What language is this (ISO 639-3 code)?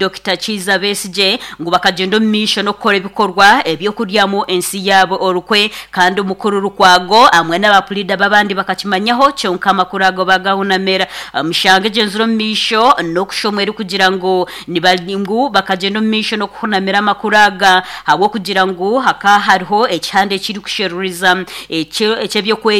nyn